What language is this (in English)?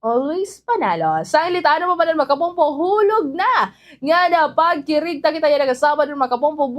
Waray